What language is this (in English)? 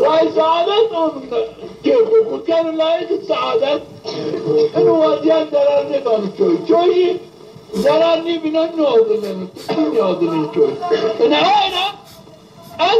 Zaza